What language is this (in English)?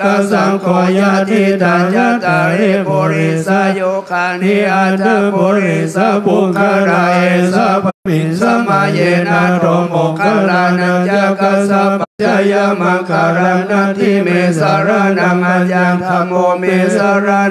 Pali